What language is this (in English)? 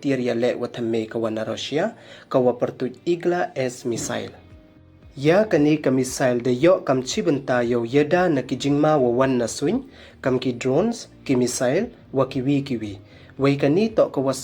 Pnar